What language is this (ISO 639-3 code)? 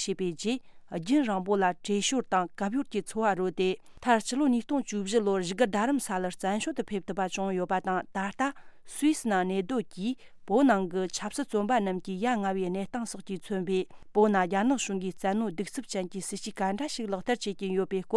bod